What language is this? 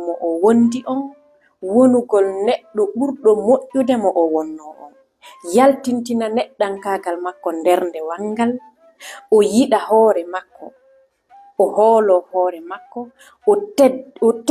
Fula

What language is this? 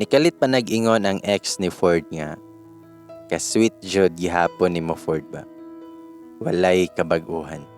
Cebuano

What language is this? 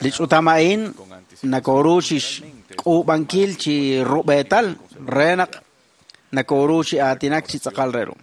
Kekchí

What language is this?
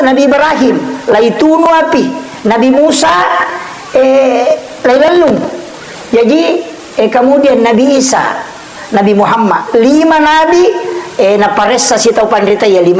Buginese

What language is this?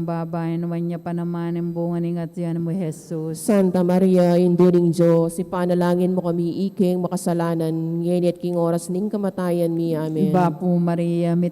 Pampanga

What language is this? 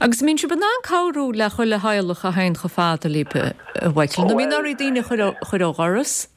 Irish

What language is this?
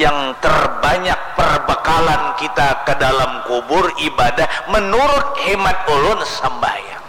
Banjar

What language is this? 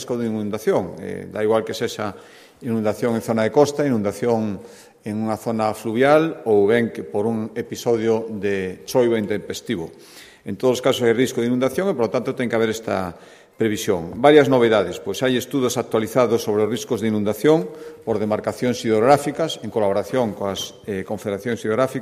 Galician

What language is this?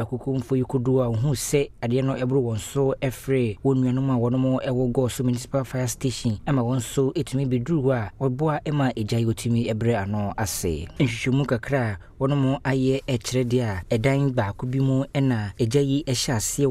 Akan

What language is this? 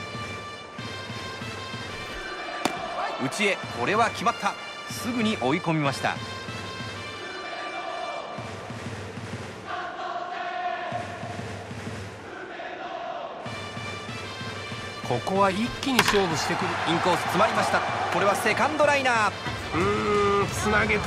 Japanese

